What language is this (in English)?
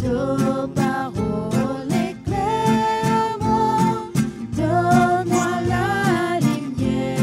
Morisyen